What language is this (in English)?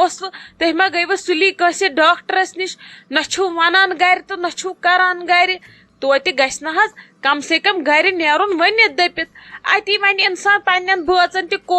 Kashmiri